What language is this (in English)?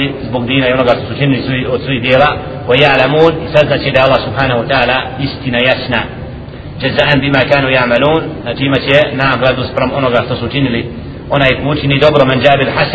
Bosnian